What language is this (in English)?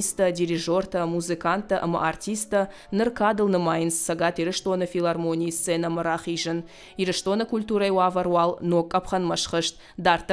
Ossetic